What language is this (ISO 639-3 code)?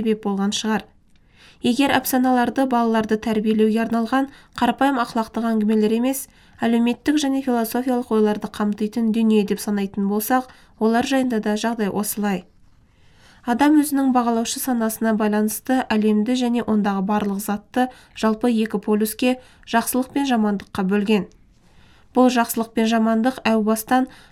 kaz